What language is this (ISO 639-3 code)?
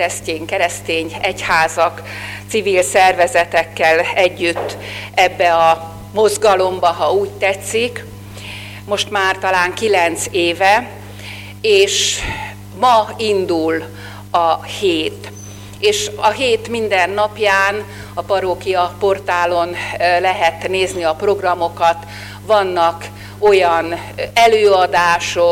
hun